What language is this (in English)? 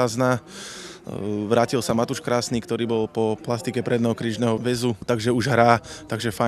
Slovak